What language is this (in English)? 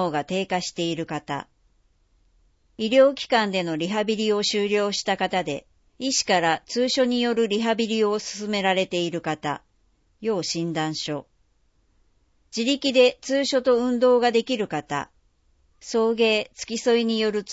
Japanese